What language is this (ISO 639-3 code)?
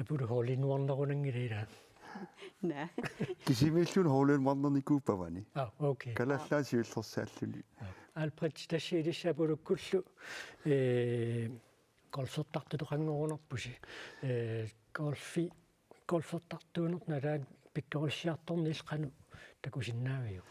kal